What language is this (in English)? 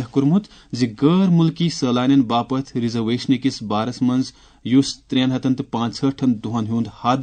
Kashmiri